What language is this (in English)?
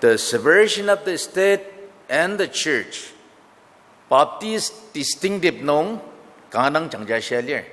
Ao Naga